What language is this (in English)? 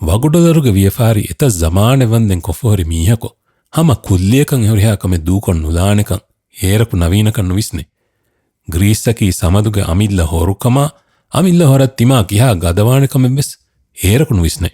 Divehi